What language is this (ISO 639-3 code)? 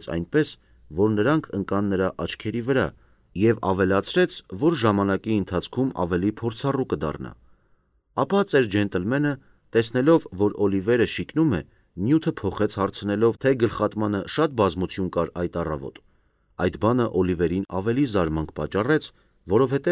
hye